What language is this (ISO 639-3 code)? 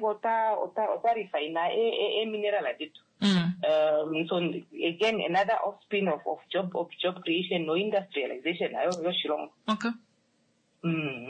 kua